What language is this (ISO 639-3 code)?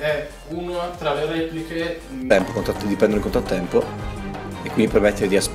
ita